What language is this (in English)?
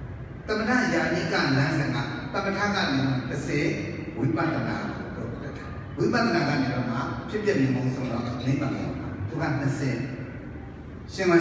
Burmese